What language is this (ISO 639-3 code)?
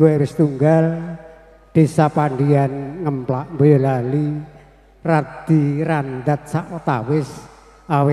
jav